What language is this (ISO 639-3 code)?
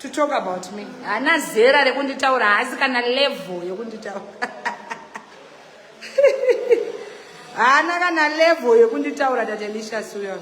sna